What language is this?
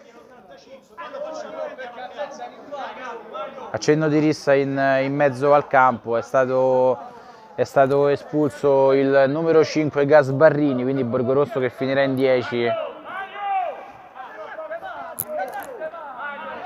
Italian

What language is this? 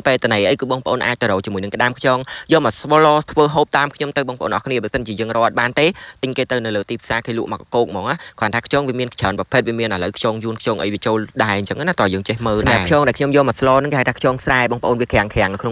Khmer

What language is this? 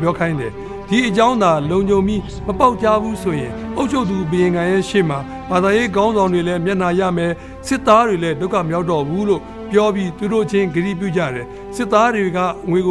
Burmese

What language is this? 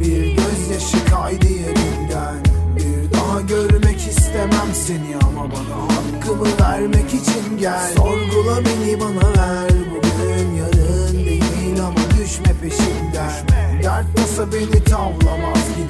Turkish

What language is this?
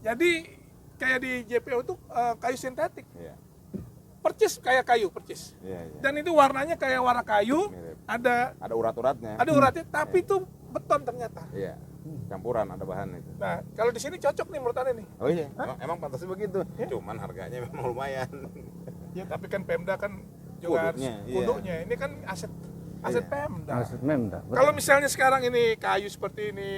Betawi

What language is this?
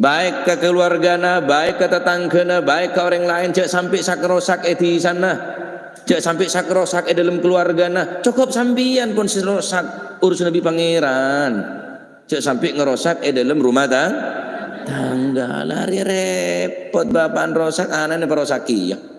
Madurese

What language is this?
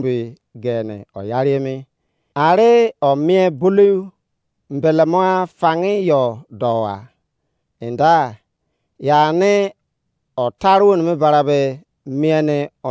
Izon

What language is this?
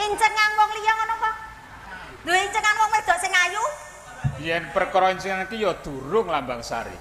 Javanese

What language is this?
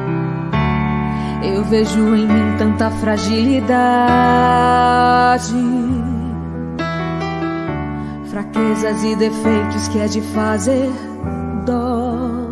Portuguese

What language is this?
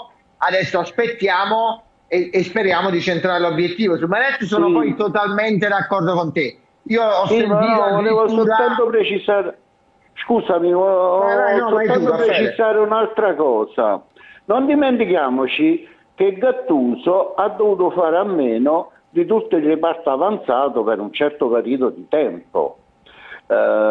Italian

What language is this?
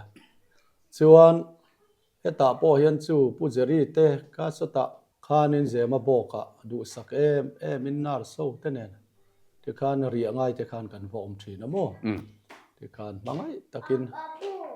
Mizo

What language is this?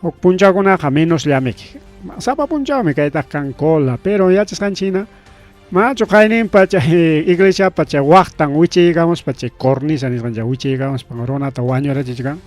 Ayacucho Quechua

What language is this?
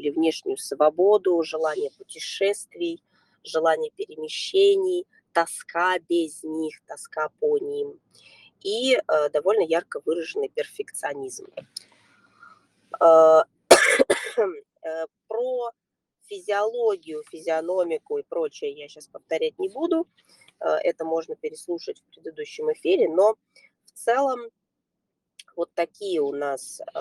Russian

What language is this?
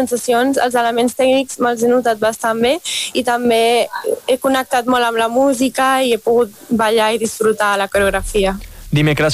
Catalan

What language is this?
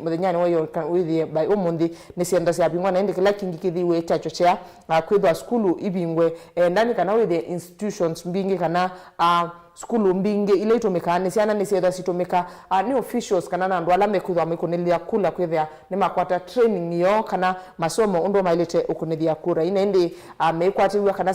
Kamba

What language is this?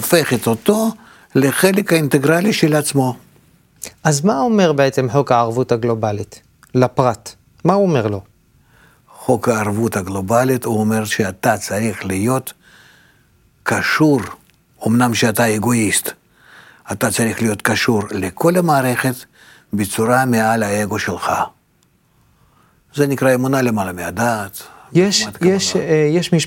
Hebrew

